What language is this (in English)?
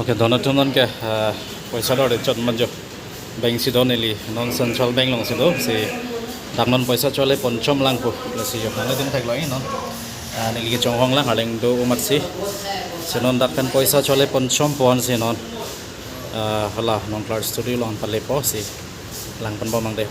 Karbi